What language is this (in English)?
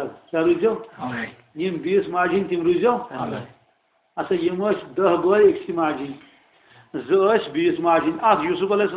Kashmiri